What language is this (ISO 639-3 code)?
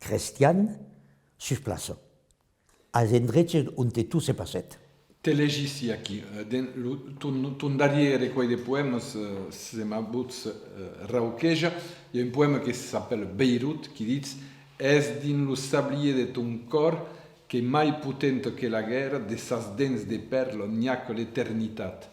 oci